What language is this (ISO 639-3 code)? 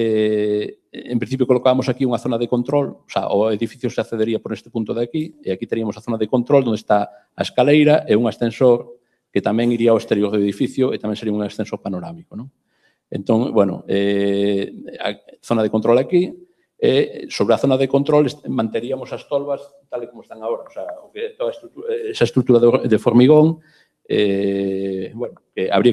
glg